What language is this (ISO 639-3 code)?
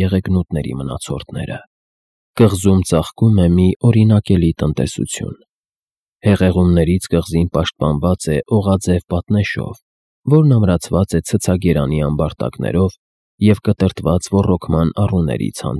hye